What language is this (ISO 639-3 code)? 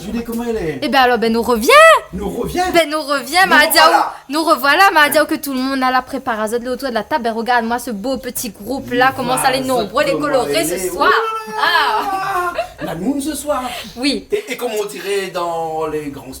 rcf